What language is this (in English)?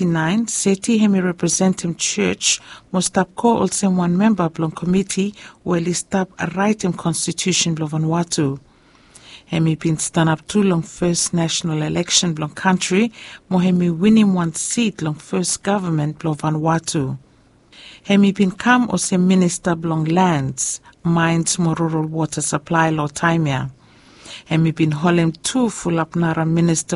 Bislama